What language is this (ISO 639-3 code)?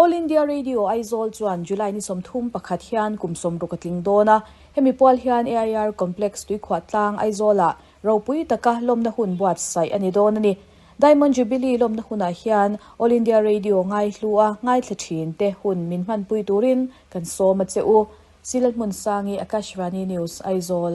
lus